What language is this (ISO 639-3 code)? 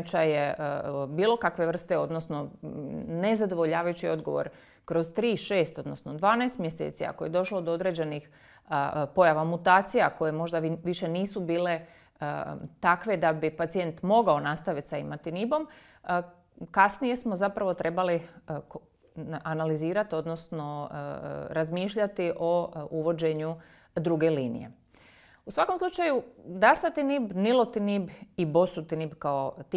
hrv